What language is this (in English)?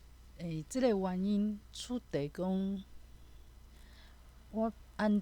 Min Nan Chinese